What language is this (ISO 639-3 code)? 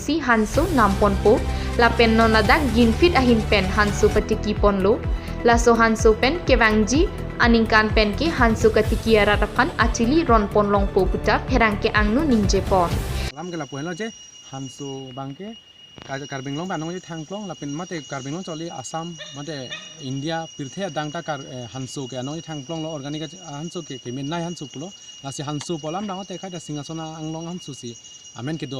mjw